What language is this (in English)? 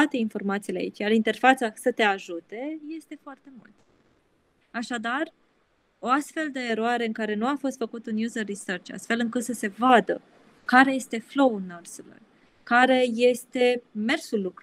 Romanian